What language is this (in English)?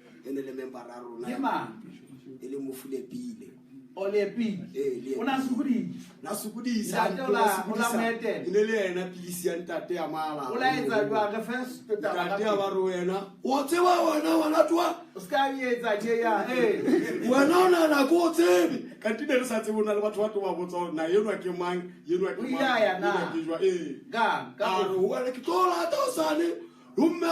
Southern Sotho